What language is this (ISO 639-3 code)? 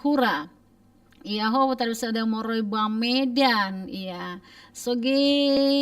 nia